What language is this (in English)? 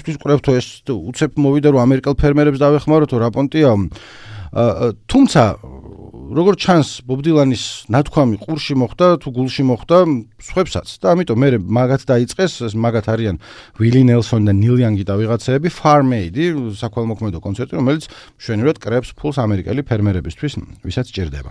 Georgian